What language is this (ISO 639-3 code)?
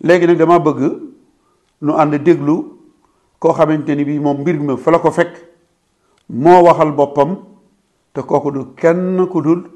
wol